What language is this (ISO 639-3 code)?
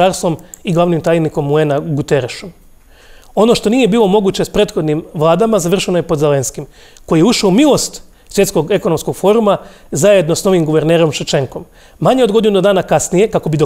hrv